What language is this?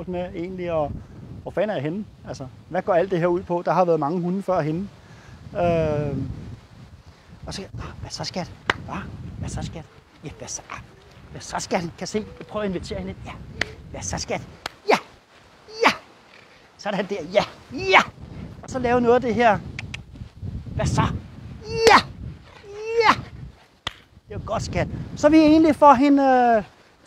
Danish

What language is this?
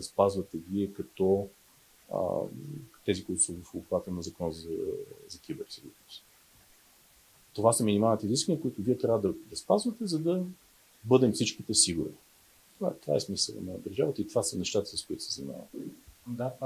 Bulgarian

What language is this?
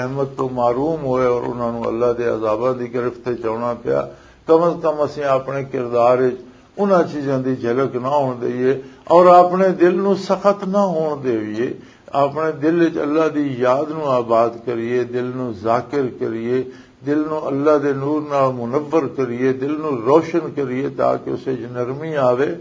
Western Panjabi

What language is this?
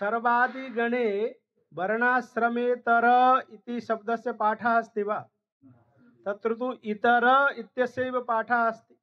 Sanskrit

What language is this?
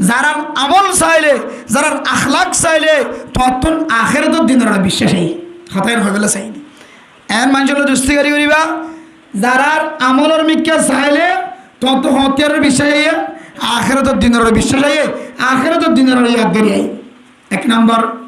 Rohingya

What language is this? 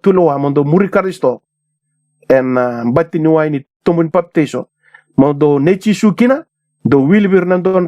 Fijian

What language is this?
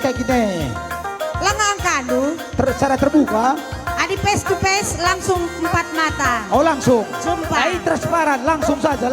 Batak Karo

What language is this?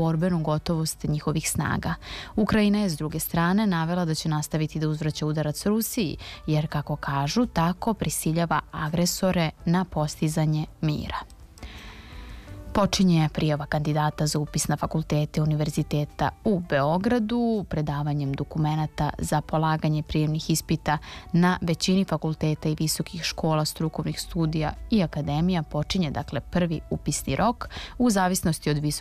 Serbian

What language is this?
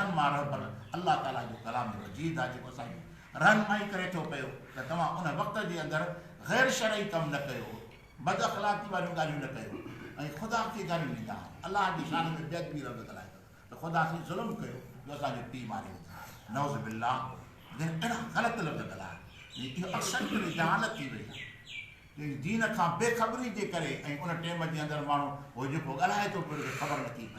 Sindhi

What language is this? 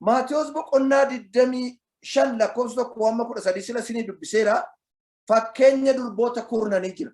Oromo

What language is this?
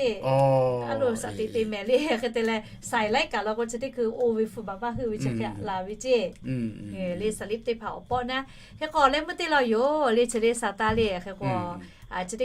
Lahu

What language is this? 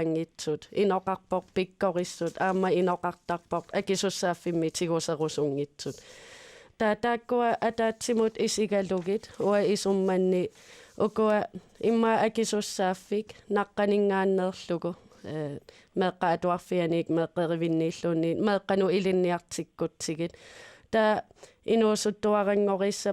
Kalaallisut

